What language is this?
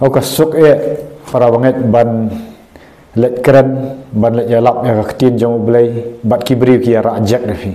Khasi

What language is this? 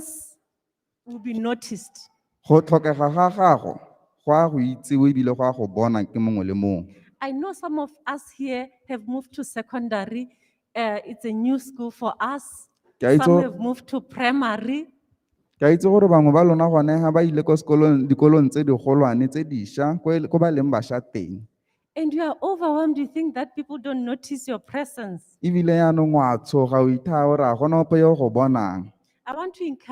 Tswana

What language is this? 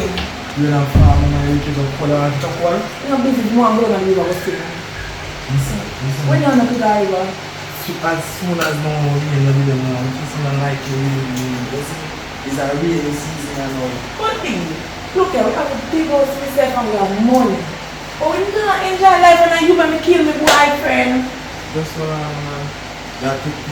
Jamaican Creole English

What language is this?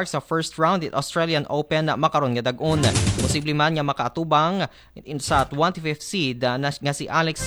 Aklanon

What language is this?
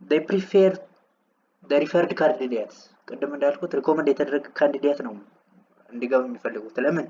Amharic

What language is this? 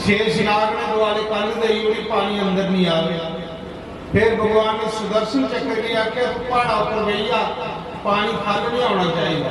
Dogri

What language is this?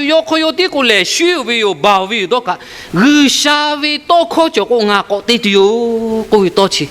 Lahu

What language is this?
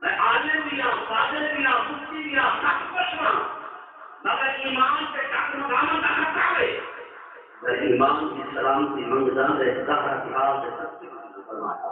Saraiki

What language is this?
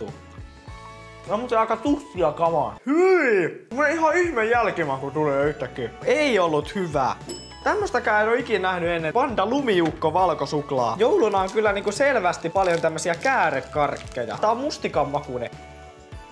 Finnish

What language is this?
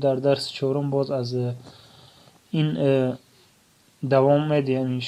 Tajik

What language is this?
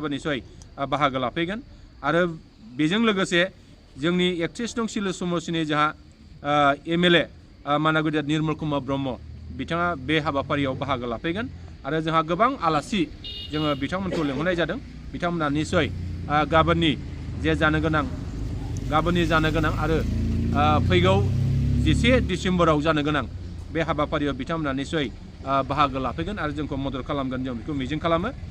Bodo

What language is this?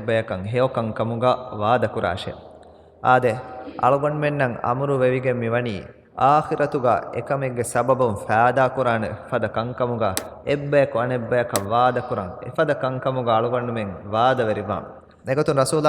Divehi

